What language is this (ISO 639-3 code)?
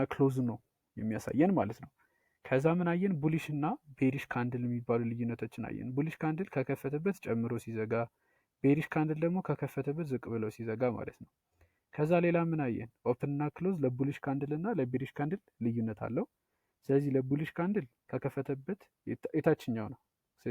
amh